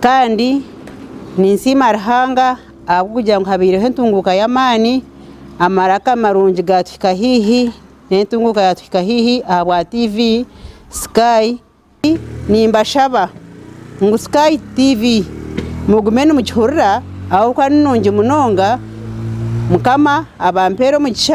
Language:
Nyankole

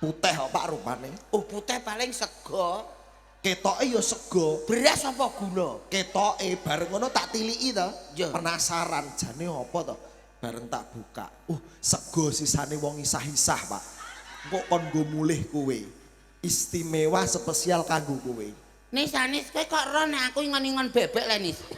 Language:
Javanese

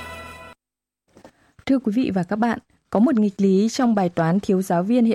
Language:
Vietnamese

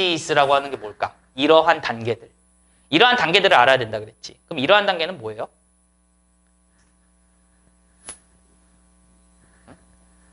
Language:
Korean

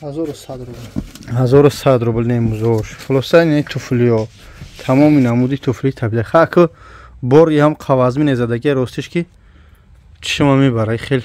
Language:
Tajik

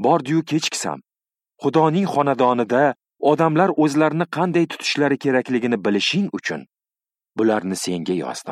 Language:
Uzbek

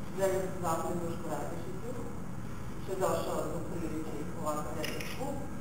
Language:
Serbian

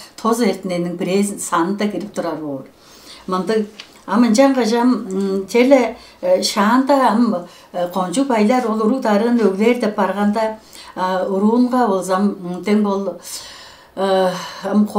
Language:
Tuvinian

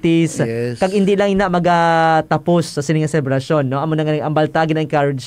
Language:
Hiligaynon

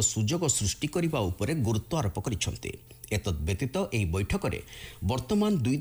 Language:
Odia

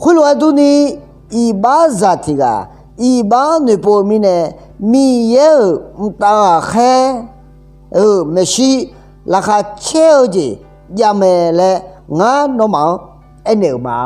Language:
Akha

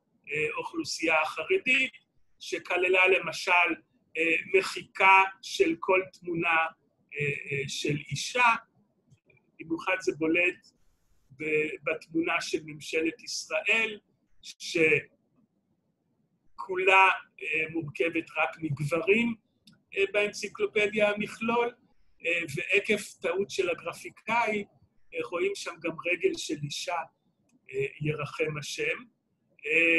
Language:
Hebrew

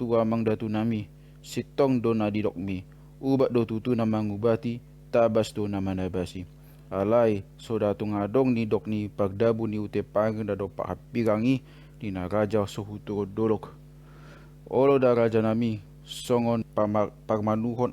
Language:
Batak Toba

